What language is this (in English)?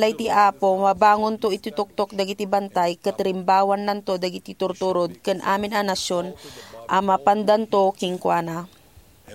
Iloko